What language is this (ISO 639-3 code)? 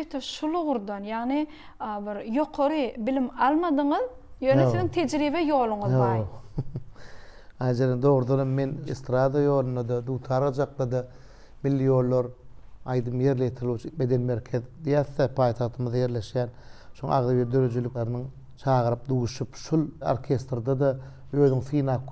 tuk